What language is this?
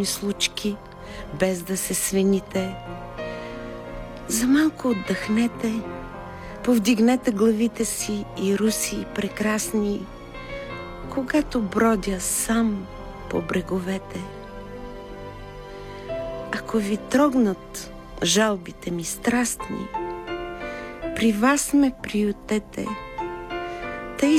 Bulgarian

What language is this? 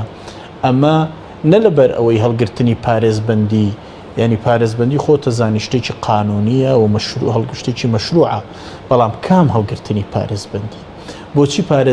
Central Kurdish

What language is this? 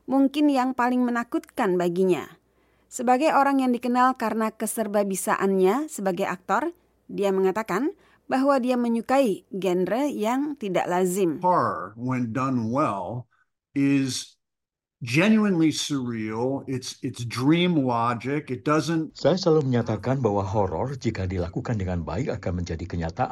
Indonesian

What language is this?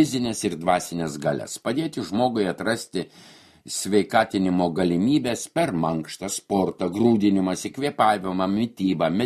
Lithuanian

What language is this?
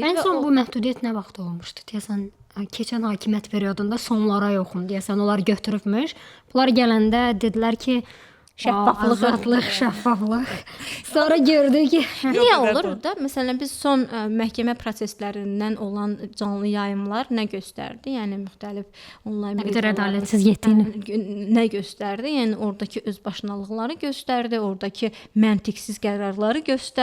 Azerbaijani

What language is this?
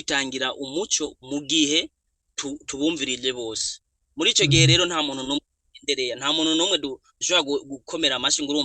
Rundi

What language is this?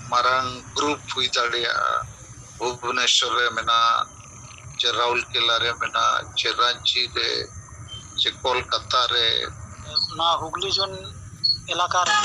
Santali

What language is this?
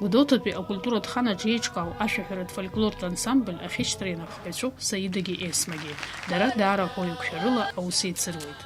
Abkhazian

